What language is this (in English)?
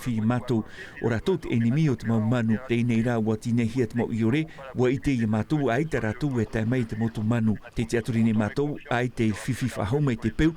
Tahitian